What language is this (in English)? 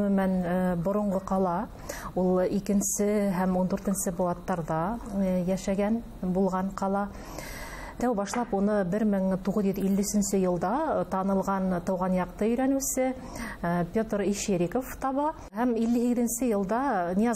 Bashkir